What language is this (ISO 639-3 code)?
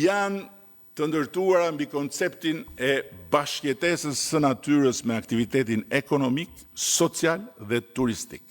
sqi